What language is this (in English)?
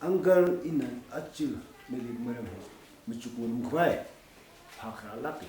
Tangkhul Naga (India)